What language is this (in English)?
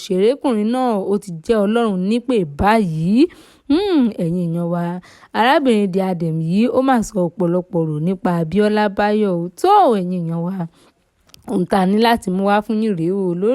Yoruba